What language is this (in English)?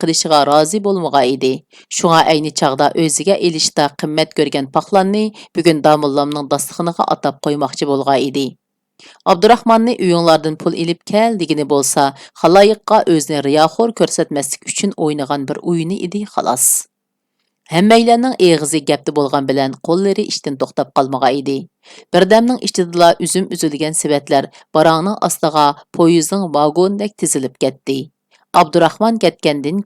Uyghur